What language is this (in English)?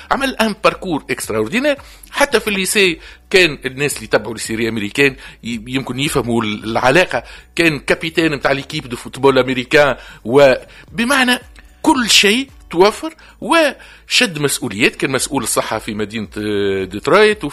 Tunisian Arabic